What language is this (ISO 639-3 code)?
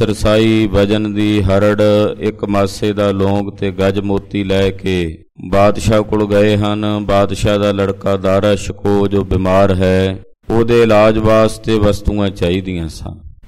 pan